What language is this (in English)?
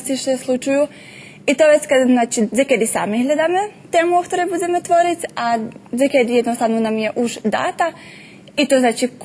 Rusyn